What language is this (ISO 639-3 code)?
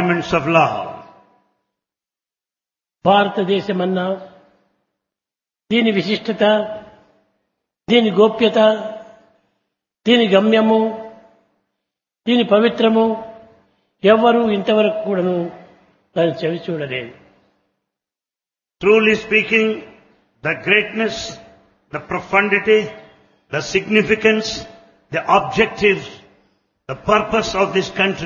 tel